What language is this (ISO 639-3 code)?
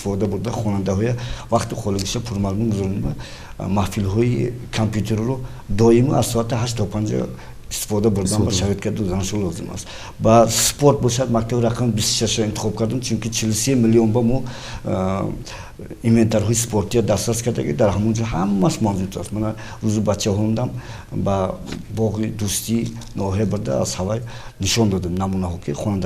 tgk